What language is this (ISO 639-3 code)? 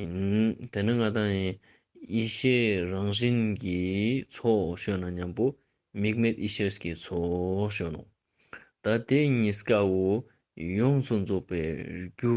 lbj